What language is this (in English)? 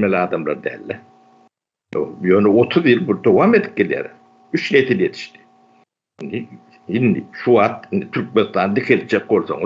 Turkmen